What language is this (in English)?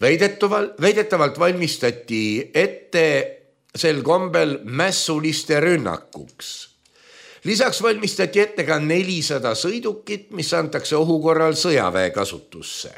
Estonian